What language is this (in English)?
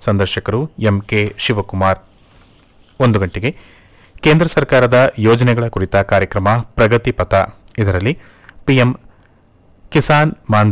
Kannada